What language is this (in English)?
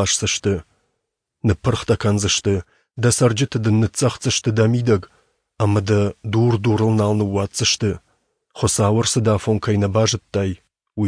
Ossetic